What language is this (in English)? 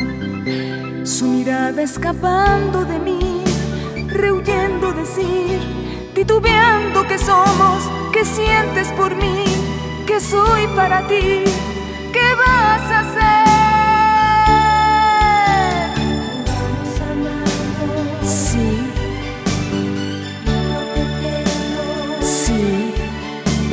Spanish